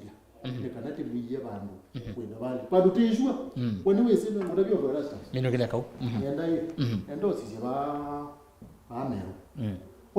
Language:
Kamba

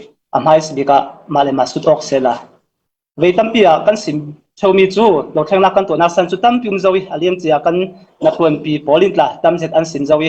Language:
Falam Chin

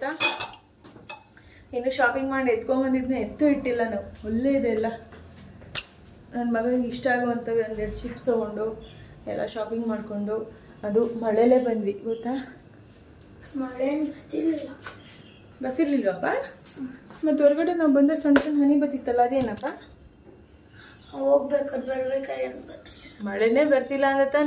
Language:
Kannada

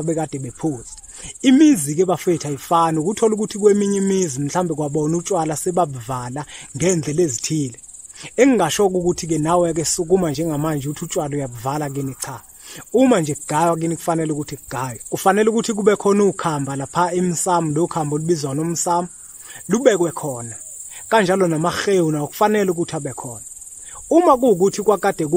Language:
Zulu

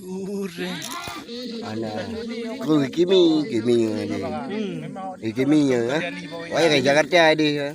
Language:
Achinese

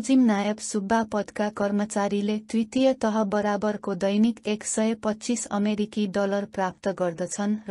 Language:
Nepali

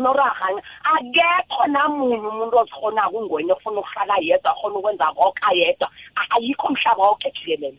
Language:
South Ndebele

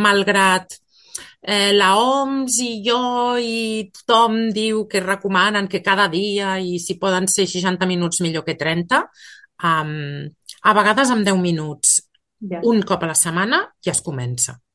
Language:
Catalan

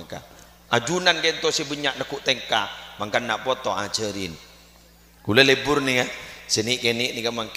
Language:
Madurese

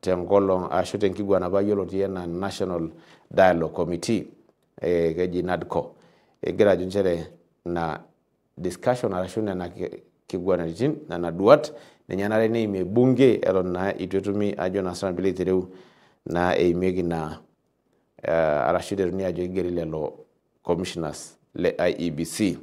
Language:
Masai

